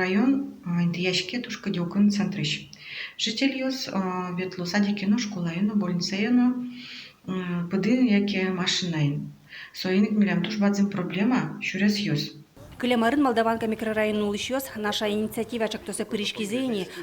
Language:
Udmurt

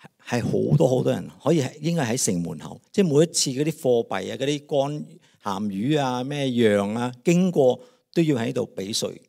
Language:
Cantonese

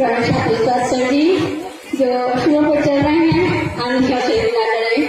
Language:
Angika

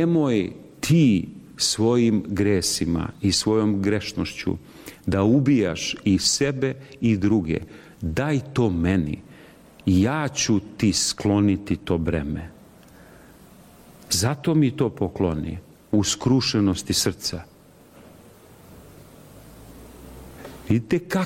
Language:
Serbian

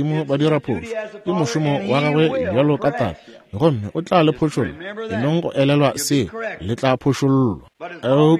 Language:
Northern Sotho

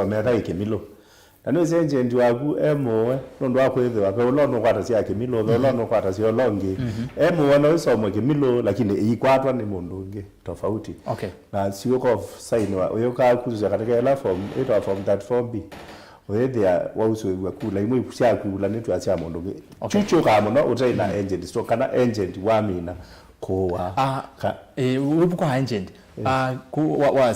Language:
Kamba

